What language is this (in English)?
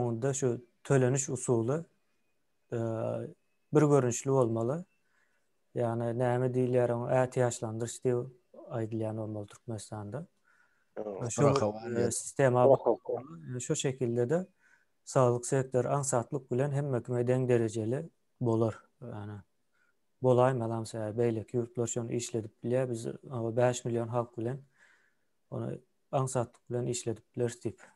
Turkmen